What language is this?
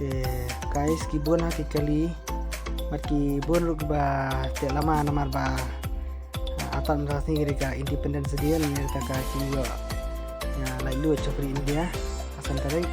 Khasi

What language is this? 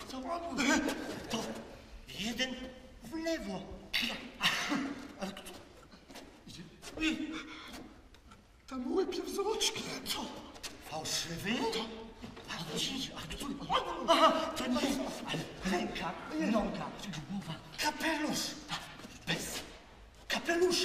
Polish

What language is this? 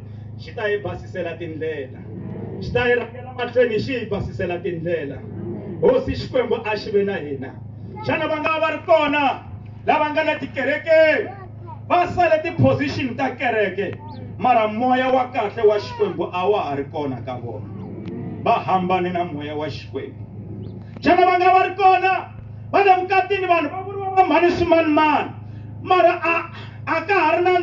Tsonga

